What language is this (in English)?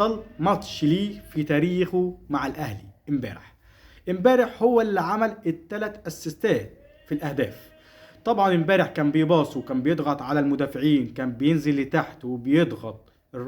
Egyptian Arabic